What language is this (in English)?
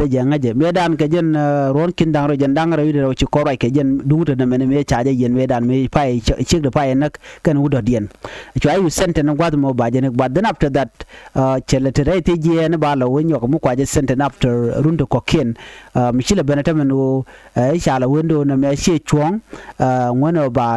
Nuer